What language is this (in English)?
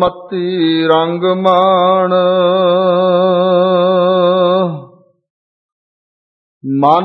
Punjabi